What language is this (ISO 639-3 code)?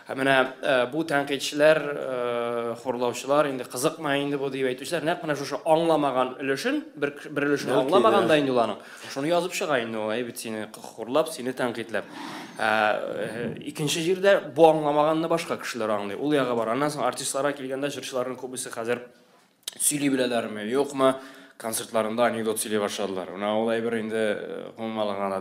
tat